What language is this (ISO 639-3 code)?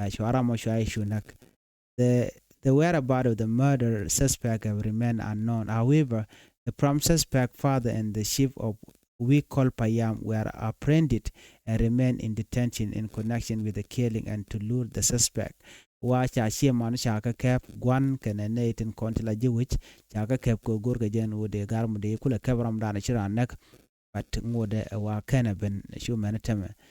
nus